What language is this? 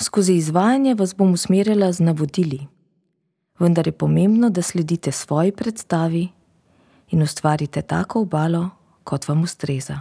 Slovenian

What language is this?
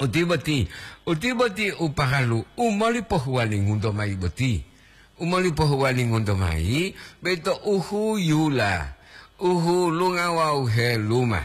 Gorontalo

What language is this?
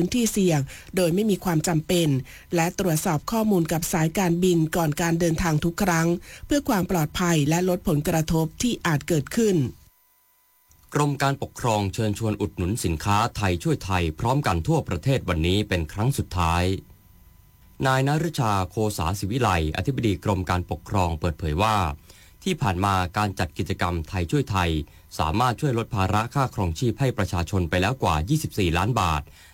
Thai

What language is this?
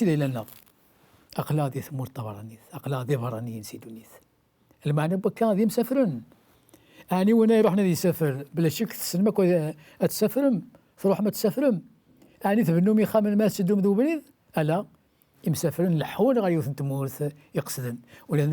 Kabyle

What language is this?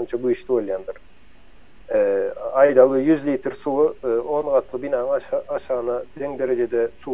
Turkmen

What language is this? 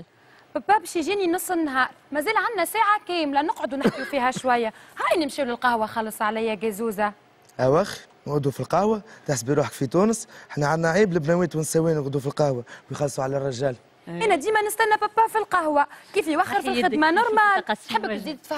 Tunisian Arabic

